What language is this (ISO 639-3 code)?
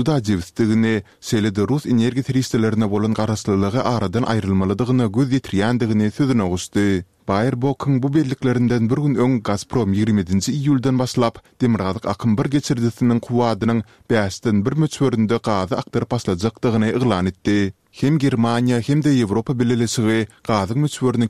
tuk